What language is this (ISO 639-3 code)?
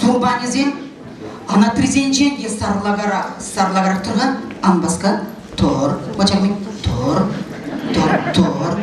chv